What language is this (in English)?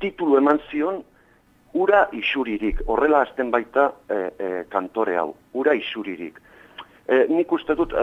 Basque